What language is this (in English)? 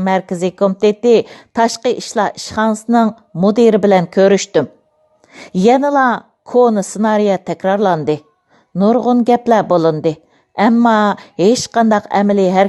Uyghur